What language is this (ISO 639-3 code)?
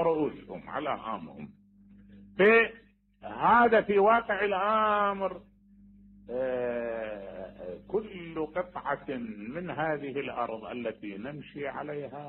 acm